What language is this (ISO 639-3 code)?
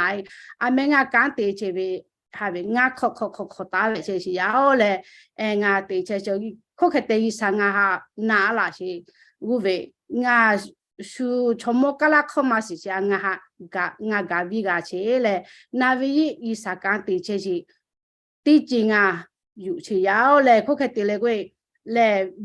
lhu